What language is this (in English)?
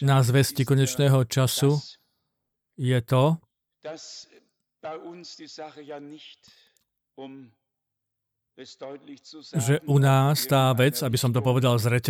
Slovak